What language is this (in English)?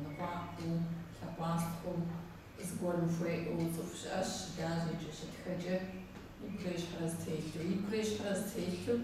Kabardian